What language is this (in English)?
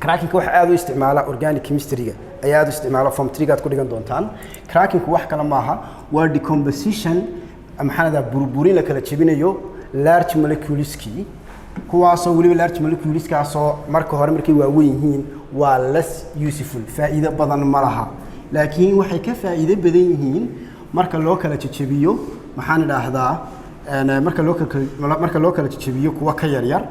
Somali